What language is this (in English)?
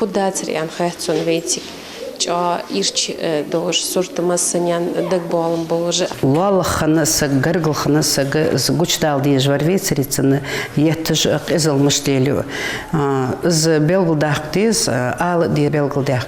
Ingush